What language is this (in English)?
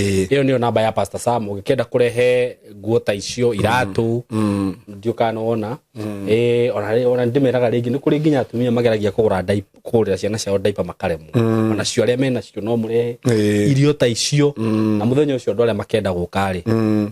Kikuyu